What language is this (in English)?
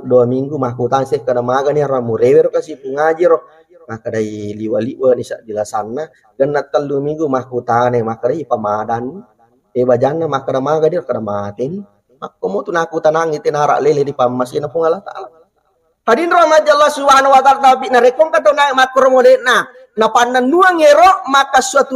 Buginese